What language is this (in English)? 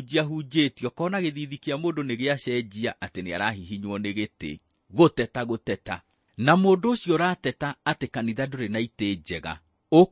Kikuyu